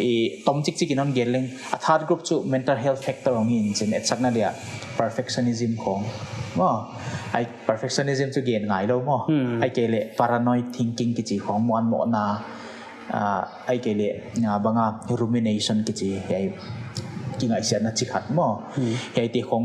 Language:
Paite Chin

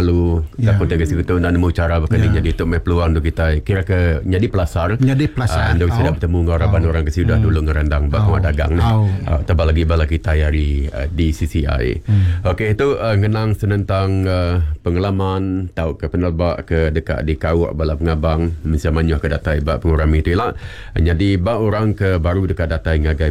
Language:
Iban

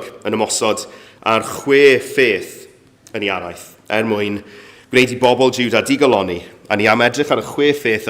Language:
Welsh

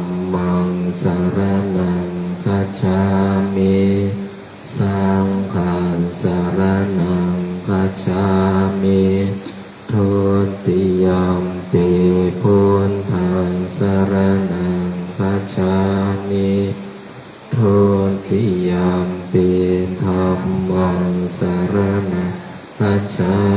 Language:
Pali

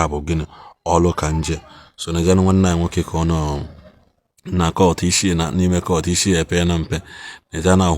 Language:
Igbo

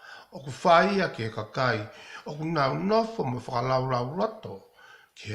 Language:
Tongan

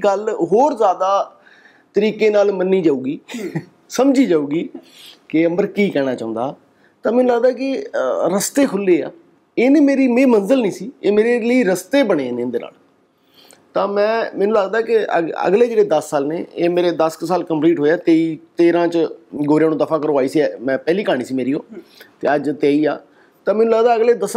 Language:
Punjabi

